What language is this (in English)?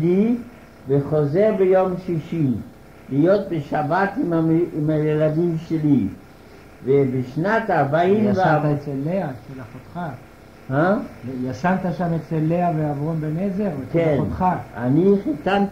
Hebrew